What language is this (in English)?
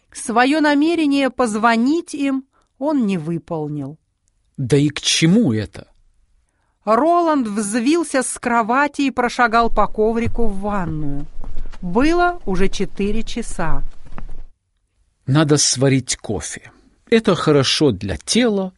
Russian